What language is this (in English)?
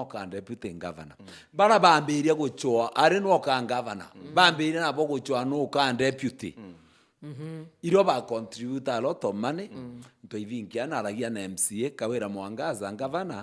Meru